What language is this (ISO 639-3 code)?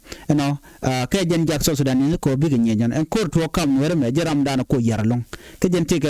nus